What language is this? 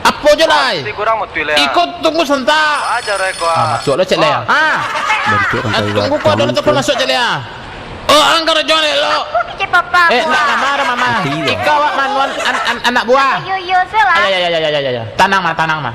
Minangkabau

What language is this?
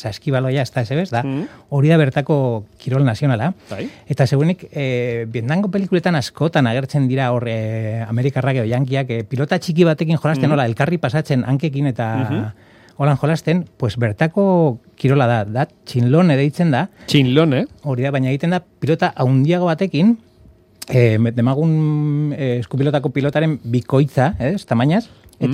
Basque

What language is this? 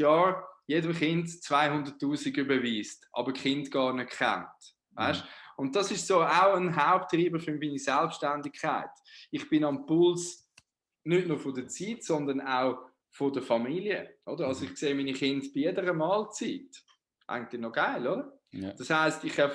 Swiss German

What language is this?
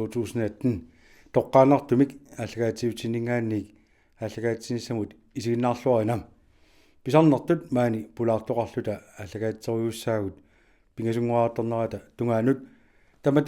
Kalaallisut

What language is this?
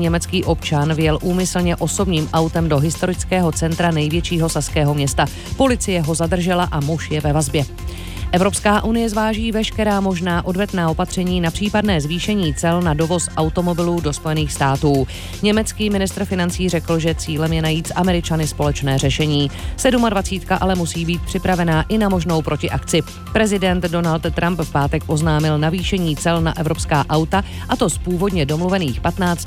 Czech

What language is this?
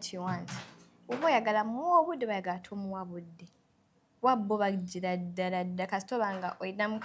Ganda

